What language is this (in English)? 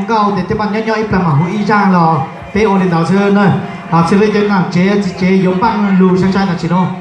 Hmong